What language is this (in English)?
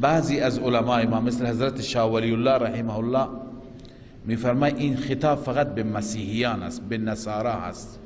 Persian